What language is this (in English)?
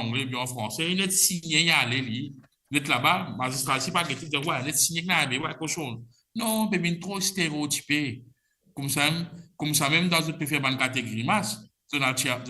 Morisyen